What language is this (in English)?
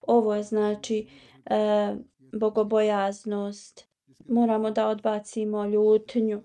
Bosnian